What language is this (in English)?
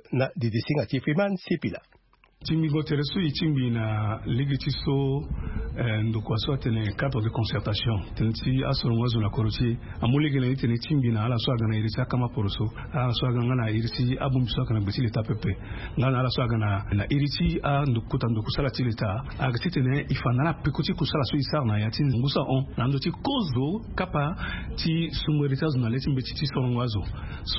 Sango